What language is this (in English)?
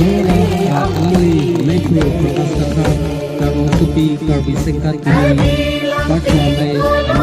Karbi